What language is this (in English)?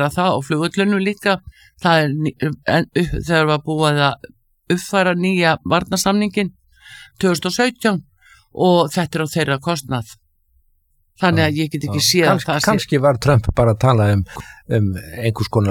Icelandic